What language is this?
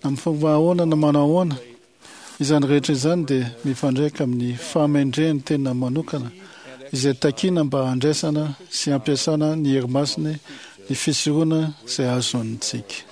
Malagasy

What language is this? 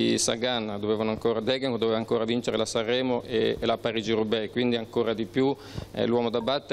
Italian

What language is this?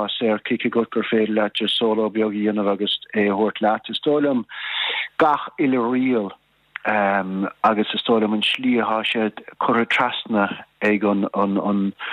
Irish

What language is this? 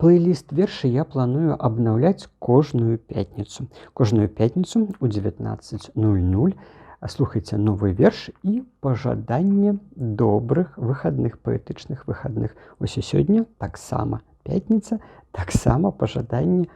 Belarusian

